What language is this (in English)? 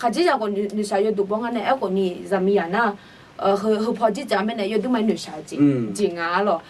Akha